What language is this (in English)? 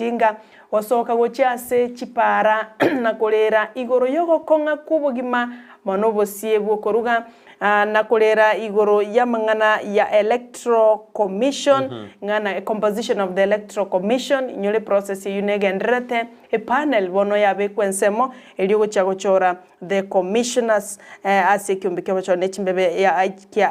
Gusii